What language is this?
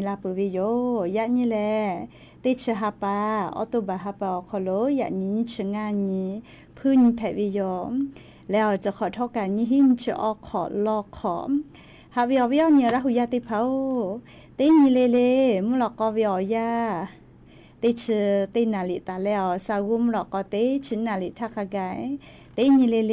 Lahu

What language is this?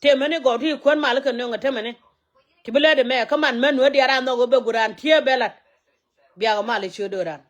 Nuer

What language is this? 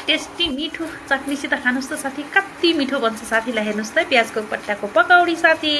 Nepali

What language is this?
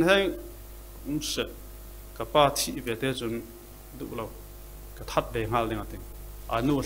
Falam Chin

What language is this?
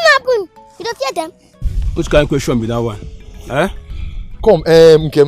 Nigerian Pidgin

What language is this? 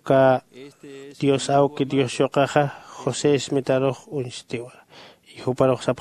Aymara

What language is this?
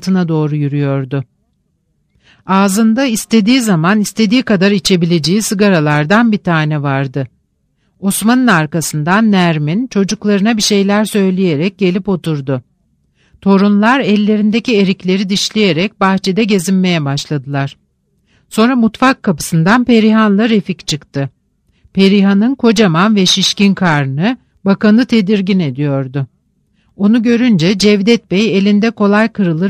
Turkish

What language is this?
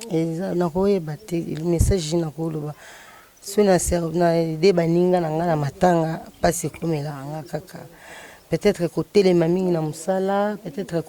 Lingala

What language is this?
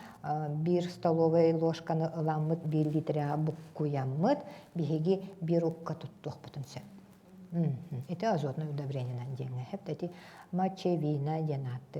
Yakut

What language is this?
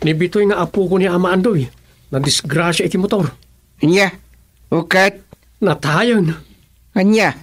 Iloko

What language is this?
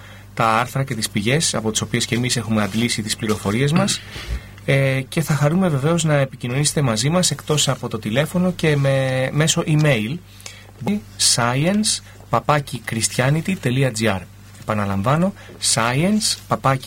Greek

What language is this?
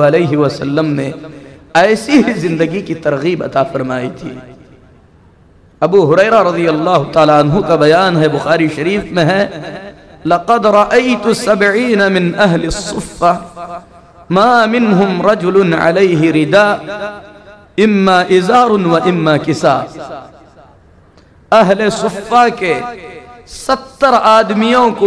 Urdu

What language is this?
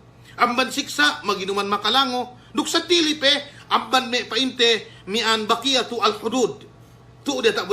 Yakan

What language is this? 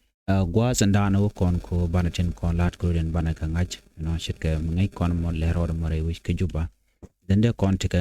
Nuer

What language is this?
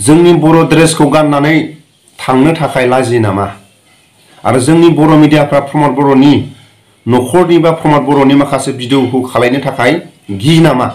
Bodo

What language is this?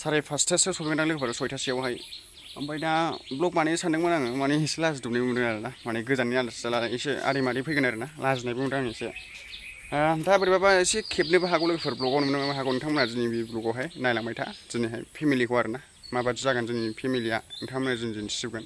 Bodo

